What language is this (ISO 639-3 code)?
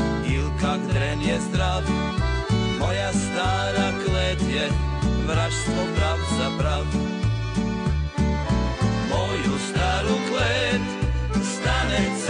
hrv